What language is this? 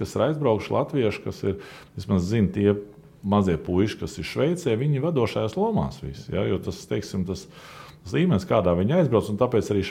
Latvian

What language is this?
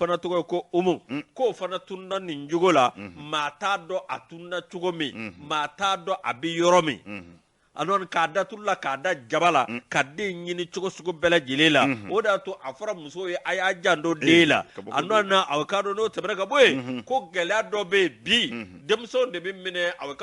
Bambara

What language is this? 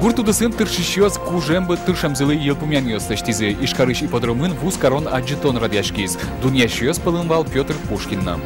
Udmurt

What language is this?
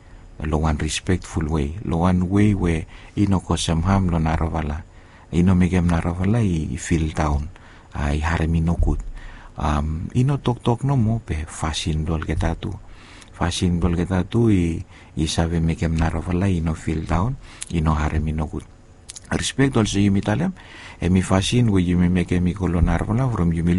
Bislama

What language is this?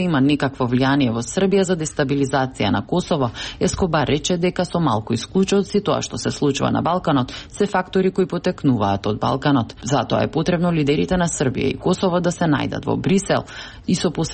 Macedonian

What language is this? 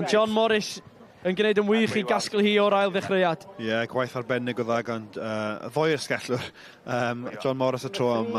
Welsh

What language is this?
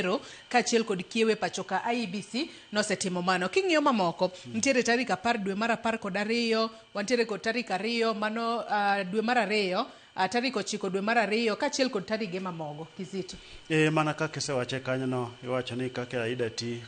Luo (Kenya and Tanzania)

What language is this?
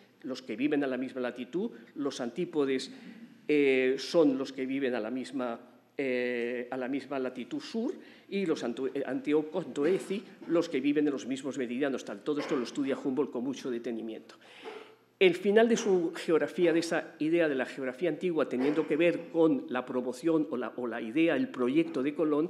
Spanish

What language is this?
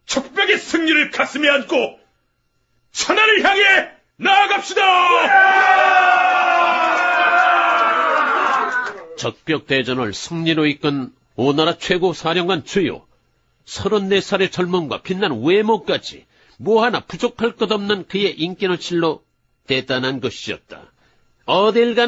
Korean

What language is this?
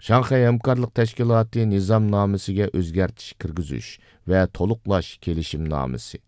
Uyghur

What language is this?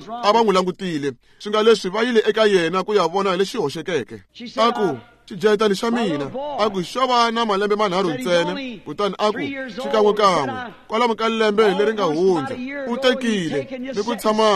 Tsonga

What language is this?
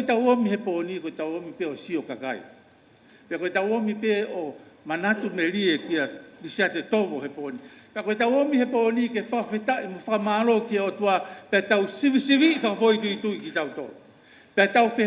Tongan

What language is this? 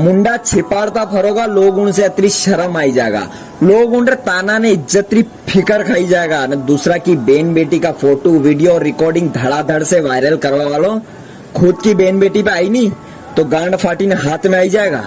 Rajasthani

